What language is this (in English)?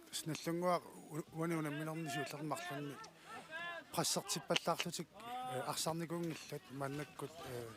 Kalaallisut